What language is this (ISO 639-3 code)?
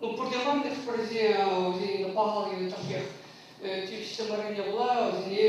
chv